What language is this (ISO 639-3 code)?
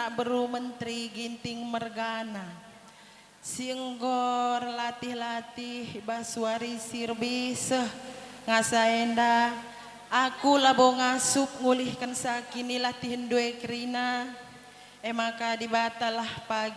btx